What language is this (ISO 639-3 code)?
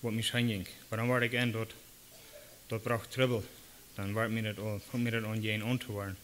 pdt